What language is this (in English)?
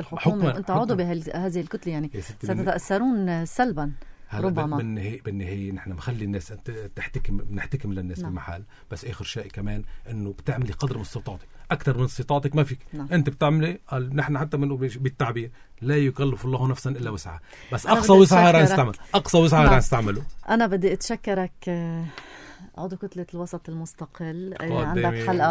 North Levantine Arabic